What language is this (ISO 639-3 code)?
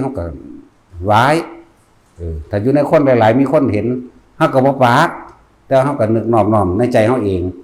tts